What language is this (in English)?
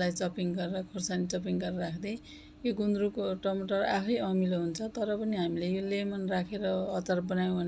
Nepali